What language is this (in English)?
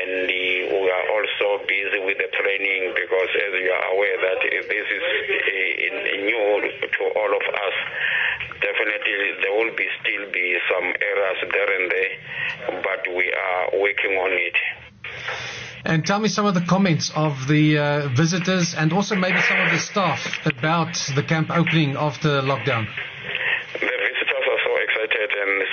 Afrikaans